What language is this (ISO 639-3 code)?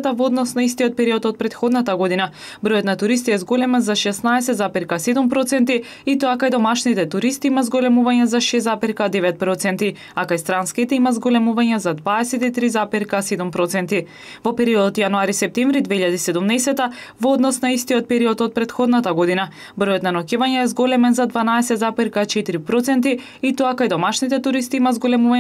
mkd